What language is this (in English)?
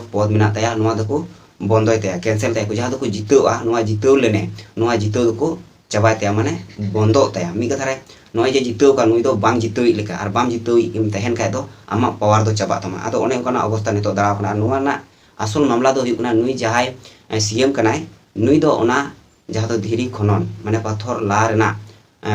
Santali